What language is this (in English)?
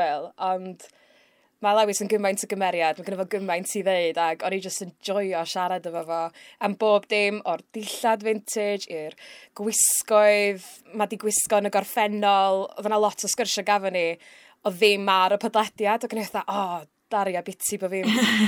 Welsh